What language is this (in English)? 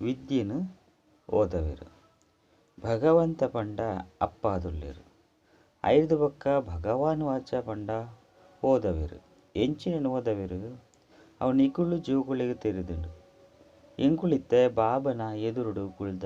Tulu